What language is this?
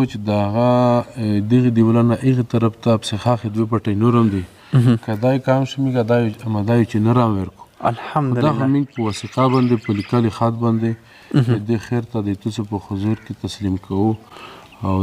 Pashto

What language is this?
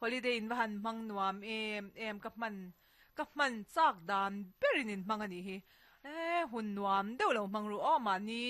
Mizo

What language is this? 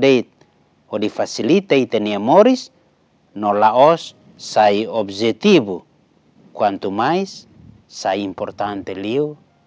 Tetum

